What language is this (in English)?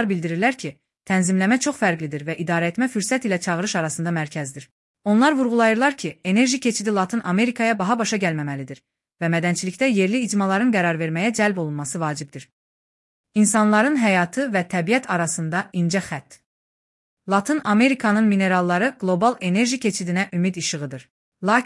Azerbaijani